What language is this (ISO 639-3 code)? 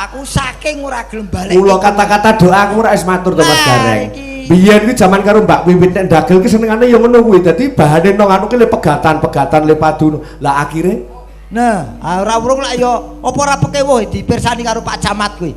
jav